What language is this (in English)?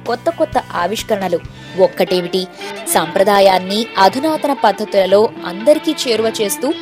Telugu